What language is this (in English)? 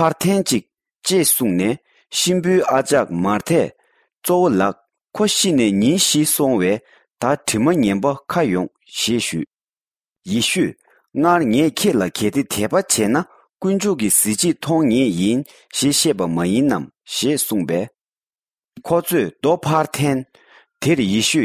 Tibetan